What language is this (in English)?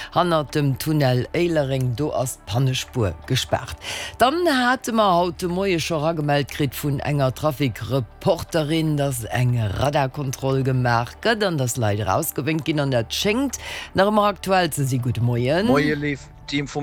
Luxembourgish